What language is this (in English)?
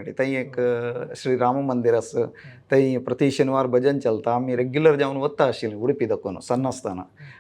Konkani